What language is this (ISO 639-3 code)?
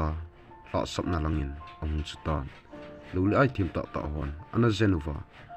tcz